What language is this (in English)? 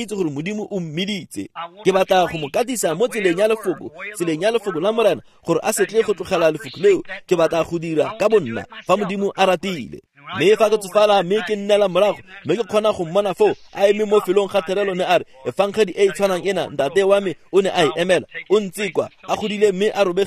Tswana